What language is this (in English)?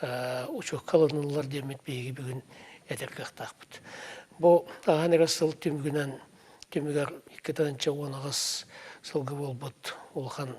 Yakut